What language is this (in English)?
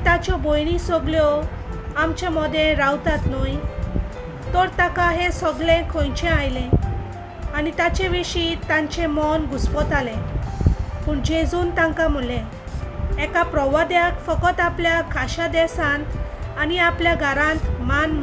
Konkani